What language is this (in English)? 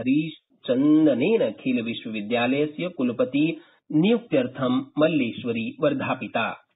Sanskrit